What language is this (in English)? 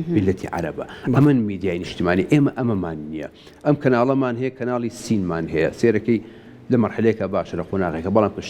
Central Kurdish